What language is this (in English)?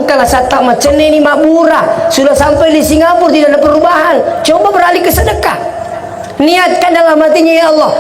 Buginese